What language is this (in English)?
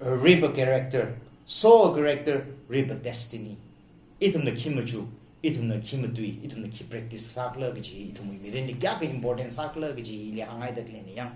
Tangkhul Naga (India)